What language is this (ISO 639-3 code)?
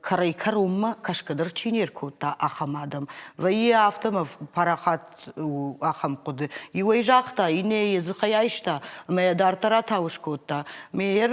oss